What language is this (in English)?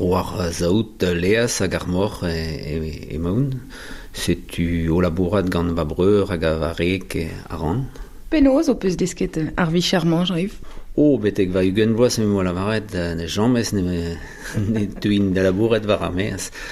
Breton